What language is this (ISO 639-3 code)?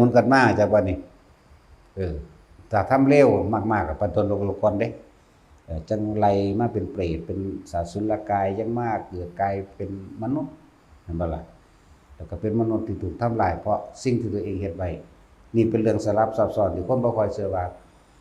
lao